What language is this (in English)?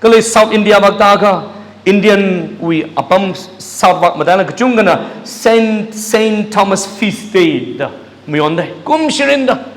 Tangkhul Naga (India)